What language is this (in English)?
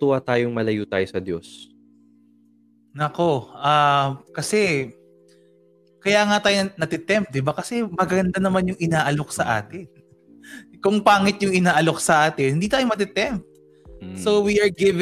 Filipino